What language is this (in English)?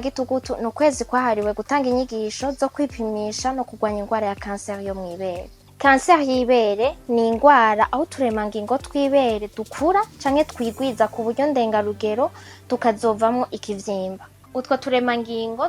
Rundi